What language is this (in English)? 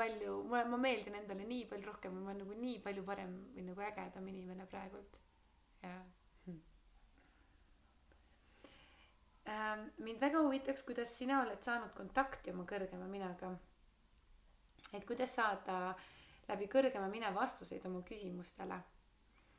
Estonian